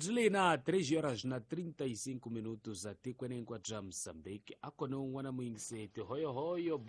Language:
Tsonga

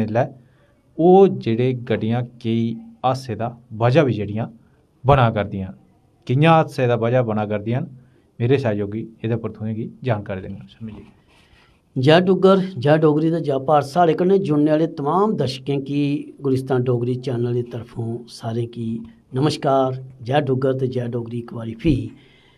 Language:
Dogri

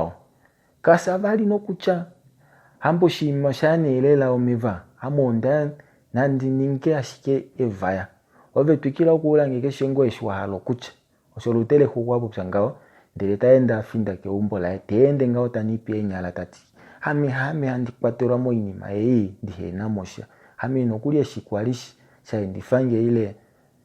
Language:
Kuanyama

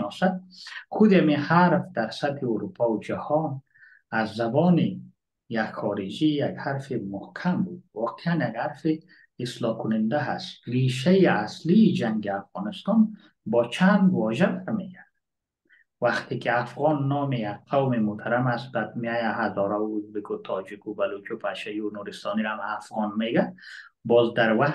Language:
Persian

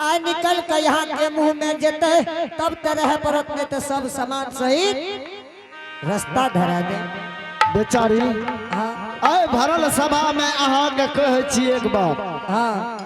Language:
Angika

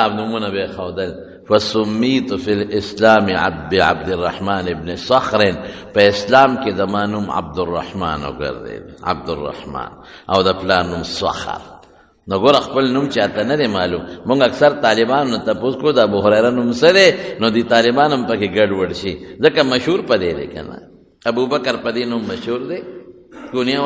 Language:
Pashto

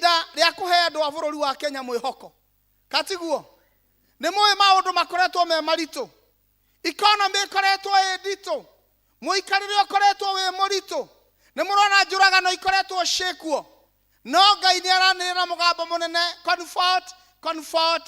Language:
Kikuyu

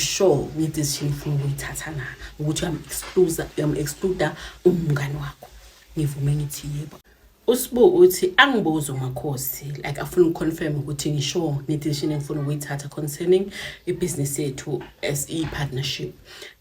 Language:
Zulu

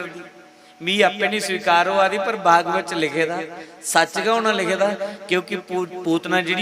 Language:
Dogri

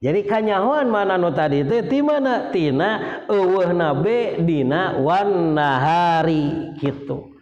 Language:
Sundanese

